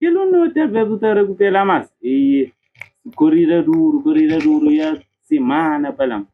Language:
Kabuverdianu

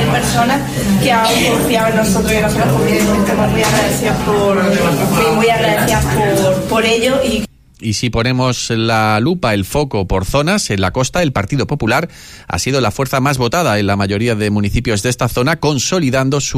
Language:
Spanish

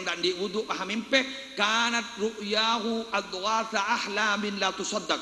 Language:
Madurese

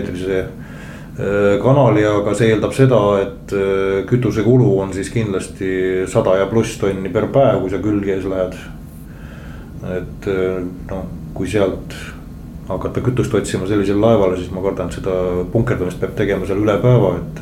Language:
Estonian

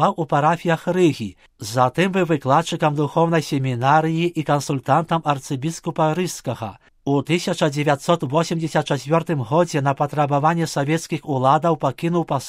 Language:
Belarusian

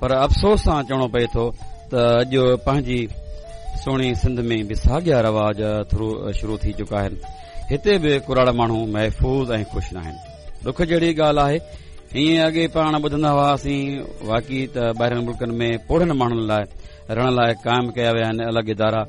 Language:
Sindhi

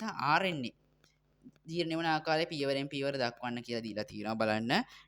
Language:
Sinhala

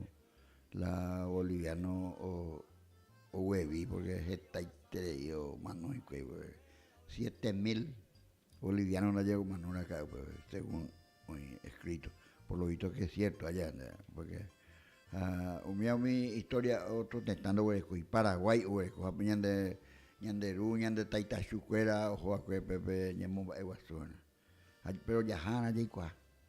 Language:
Guarani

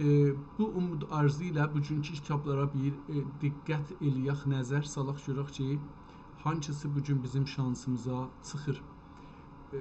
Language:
South Azerbaijani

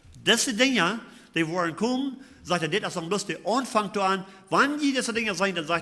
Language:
Plautdietsch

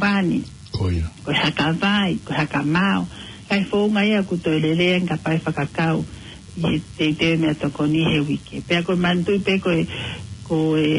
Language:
Tongan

